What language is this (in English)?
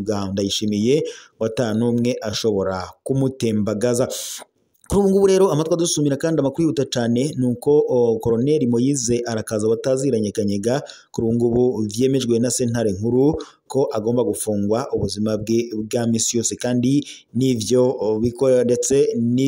Rundi